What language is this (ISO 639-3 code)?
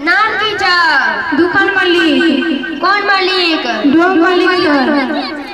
mai